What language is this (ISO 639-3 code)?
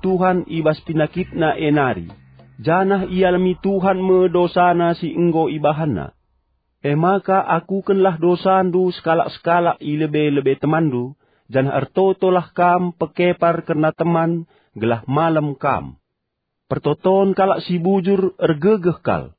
btx